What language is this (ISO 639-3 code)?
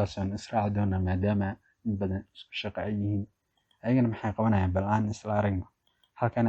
som